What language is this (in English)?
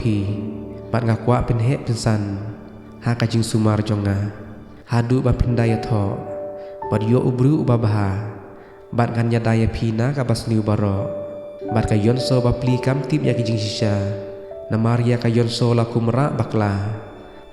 Khasi